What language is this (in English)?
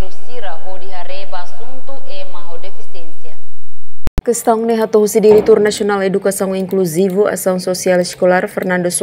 Tetum